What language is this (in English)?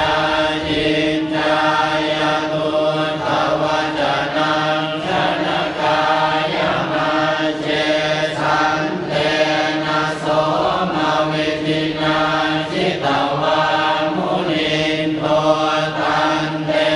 Pali